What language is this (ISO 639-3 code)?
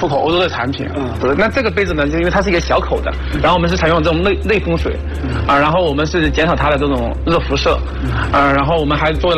zho